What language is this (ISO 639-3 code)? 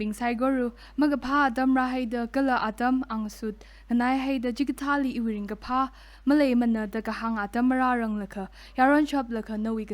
nmf